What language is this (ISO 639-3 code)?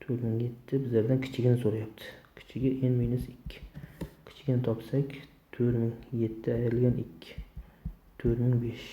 uzb